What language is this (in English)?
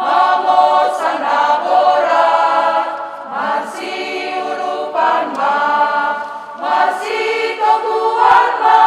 Batak Simalungun